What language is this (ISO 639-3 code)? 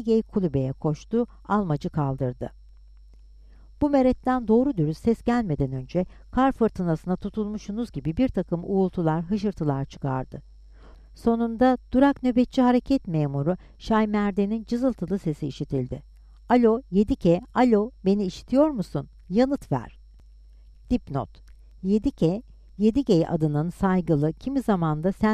tur